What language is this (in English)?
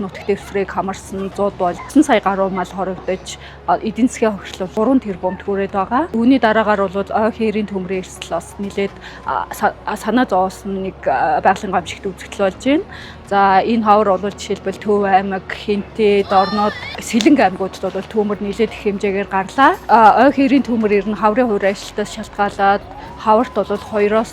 Mongolian